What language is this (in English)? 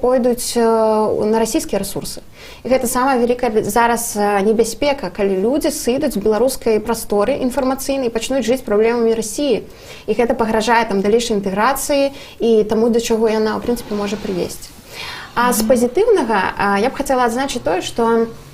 Belarusian